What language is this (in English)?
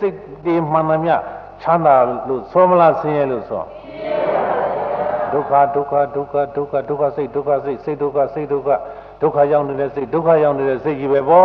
Burmese